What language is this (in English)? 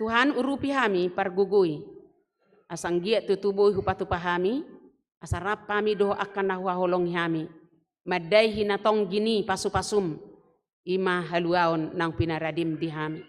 Batak Toba